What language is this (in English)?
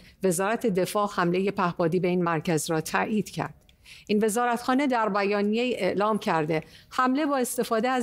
Persian